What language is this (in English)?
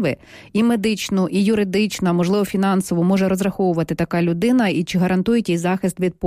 Ukrainian